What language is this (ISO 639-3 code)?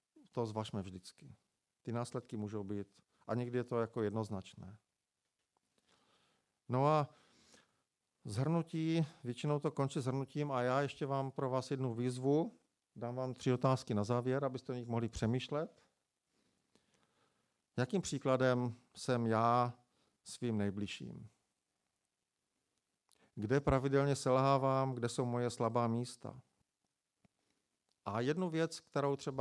ces